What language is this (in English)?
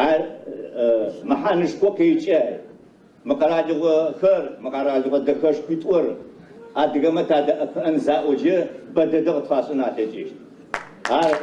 Adyghe